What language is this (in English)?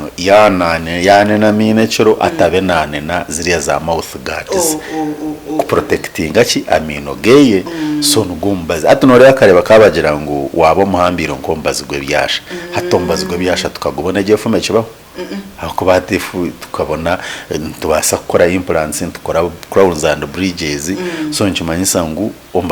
Nyankole